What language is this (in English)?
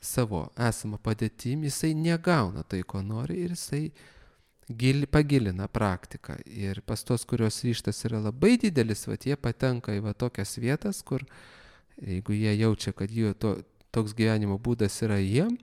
Lithuanian